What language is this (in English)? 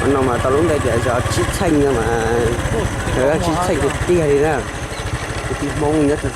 Hmong